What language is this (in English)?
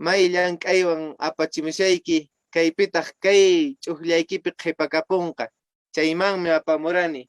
Quechua